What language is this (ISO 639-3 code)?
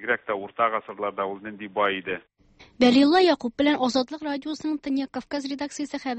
tat